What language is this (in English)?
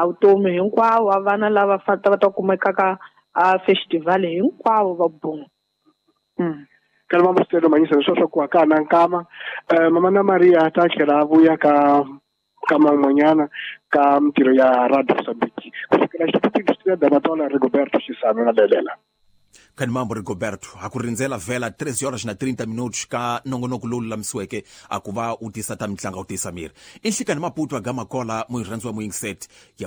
Tsonga